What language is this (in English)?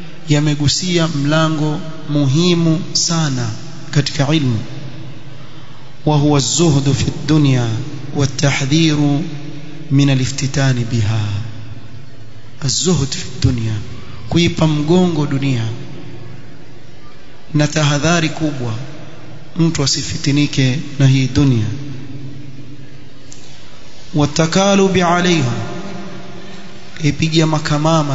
Swahili